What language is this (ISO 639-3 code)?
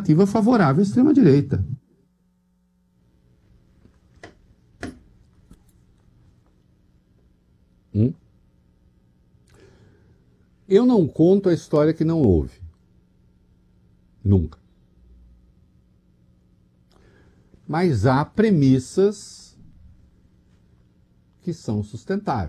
por